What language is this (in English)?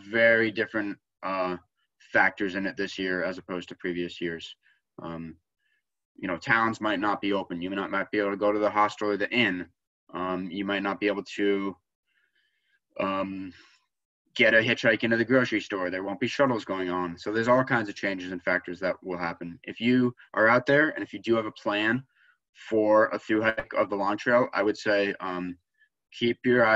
English